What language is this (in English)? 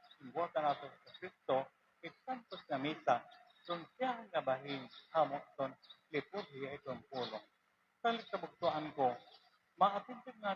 Waray